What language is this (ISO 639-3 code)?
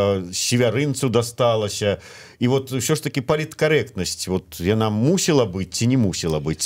bel